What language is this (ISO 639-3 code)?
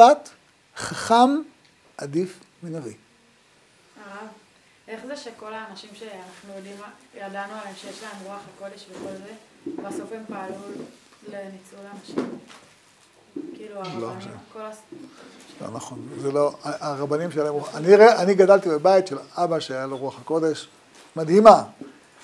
heb